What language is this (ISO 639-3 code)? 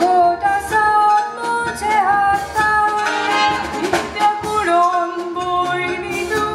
kok